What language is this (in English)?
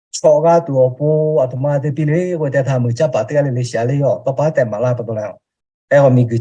Lahu